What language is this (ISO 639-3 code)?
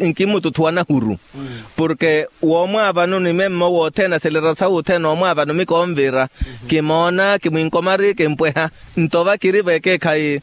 vmw